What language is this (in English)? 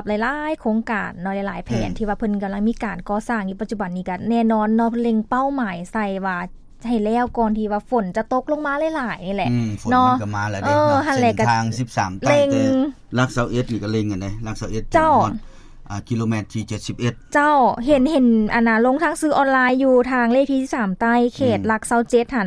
Lao